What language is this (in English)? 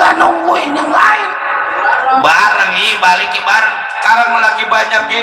Betawi